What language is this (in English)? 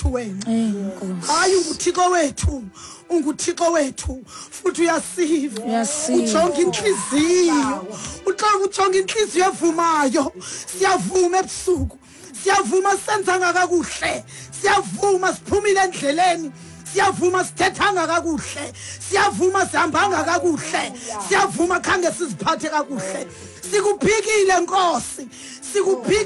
Xhosa